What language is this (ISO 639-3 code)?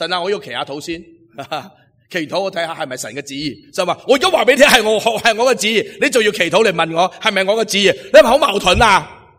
yue